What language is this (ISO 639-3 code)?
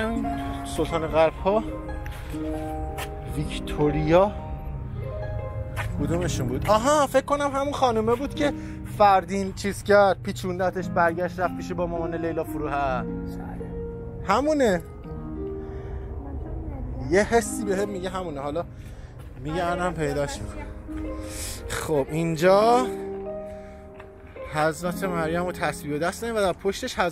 fas